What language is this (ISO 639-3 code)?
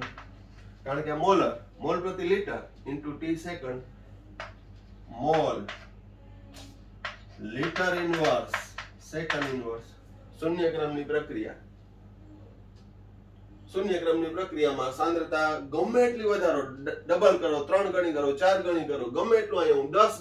guj